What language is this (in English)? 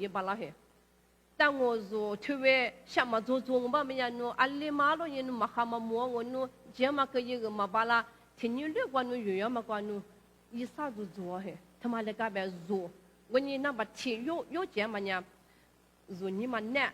Lisu